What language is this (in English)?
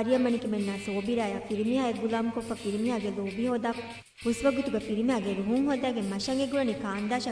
Divehi